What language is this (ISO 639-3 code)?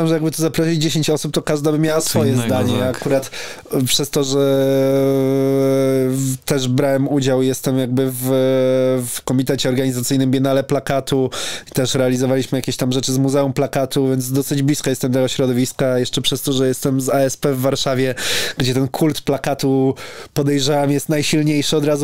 pol